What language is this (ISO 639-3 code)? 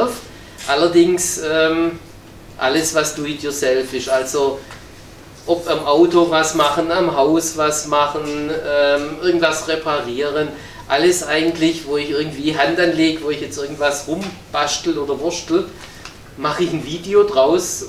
deu